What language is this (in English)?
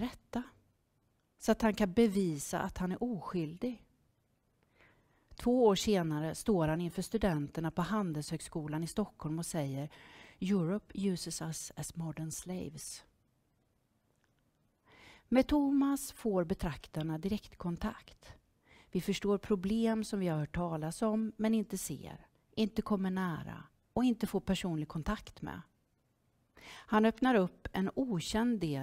Swedish